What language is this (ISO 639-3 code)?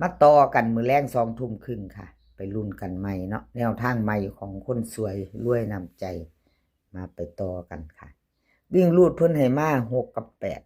tts